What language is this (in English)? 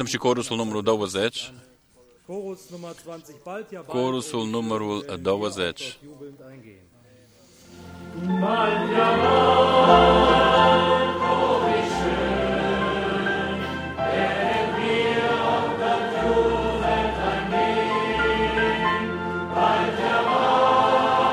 Romanian